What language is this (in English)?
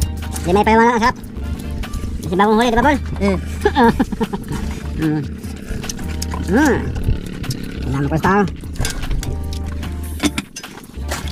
Filipino